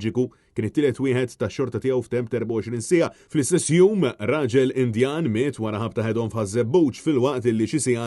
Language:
Maltese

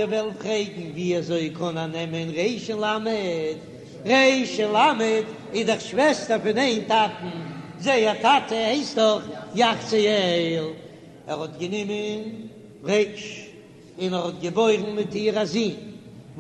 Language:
Yiddish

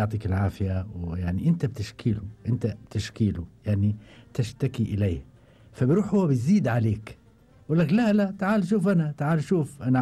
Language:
Gulf Arabic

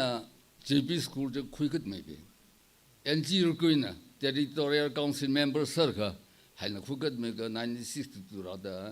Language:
Tangkhul Naga (India)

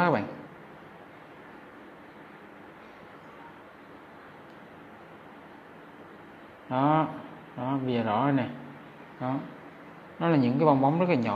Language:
Vietnamese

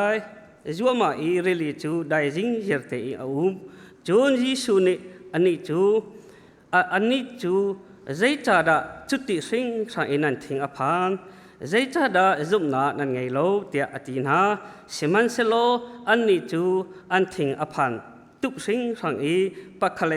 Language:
Hakha Chin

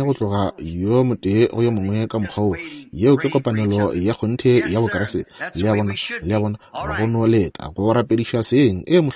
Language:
Northern Sotho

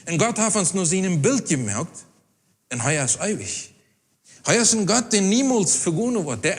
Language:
Plautdietsch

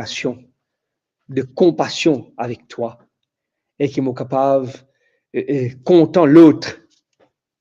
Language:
Morisyen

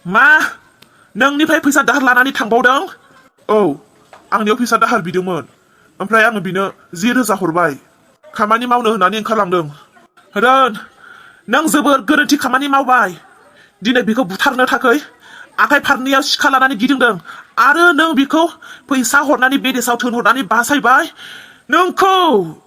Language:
Bodo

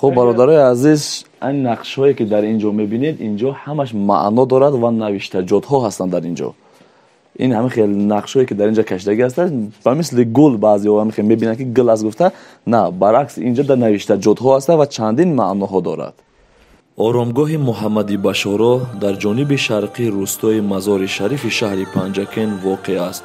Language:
Tajik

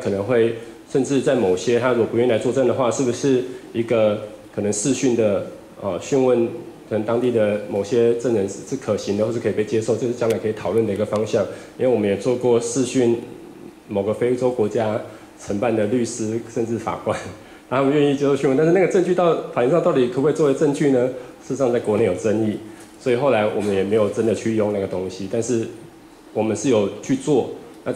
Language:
Chinese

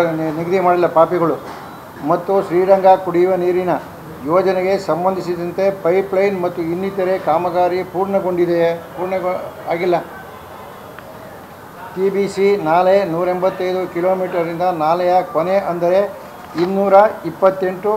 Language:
Kannada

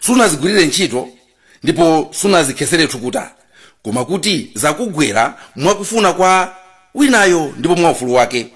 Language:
Nyanja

